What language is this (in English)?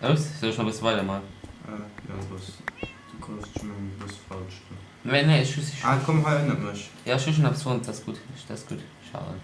Luxembourgish